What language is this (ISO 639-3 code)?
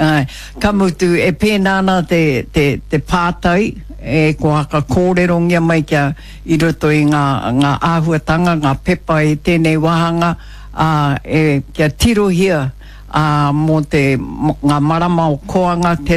mri